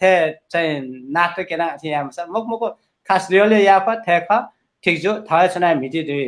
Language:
Newari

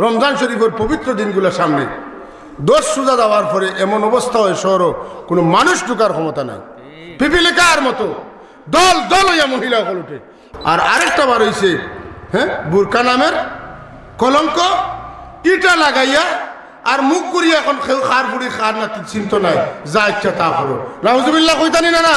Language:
Sylheti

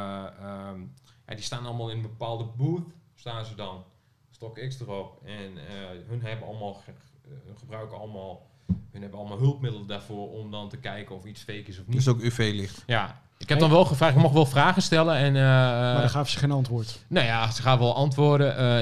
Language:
Dutch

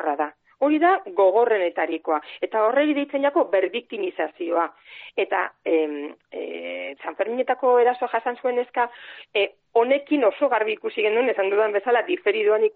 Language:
Basque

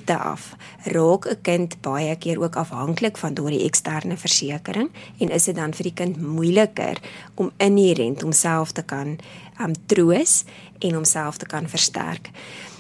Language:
Afrikaans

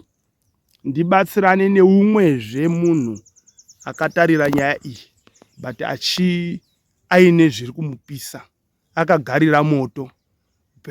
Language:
Shona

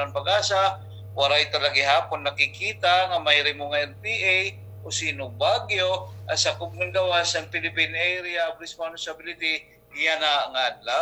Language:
Waray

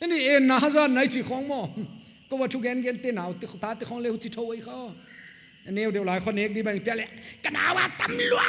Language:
Paite Chin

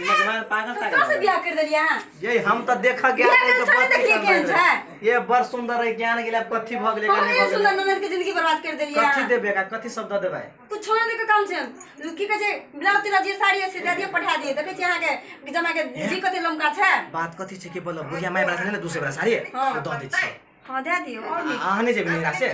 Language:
Maithili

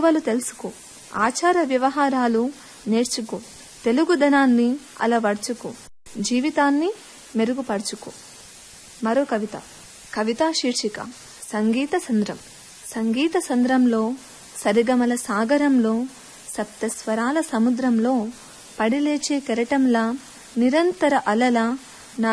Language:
Telugu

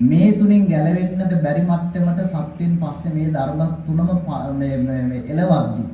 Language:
Sinhala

